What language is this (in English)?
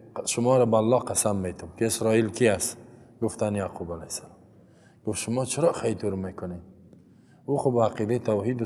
Persian